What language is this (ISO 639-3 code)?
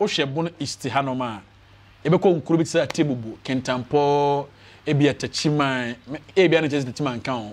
aka